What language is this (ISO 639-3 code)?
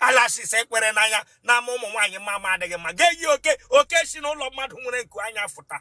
ibo